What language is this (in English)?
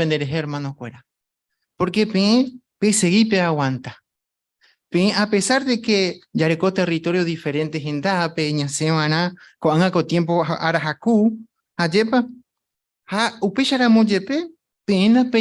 Guarani